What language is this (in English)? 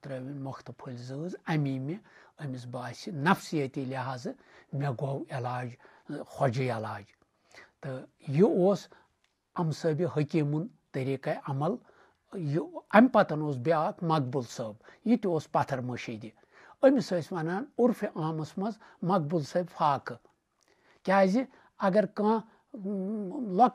Kashmiri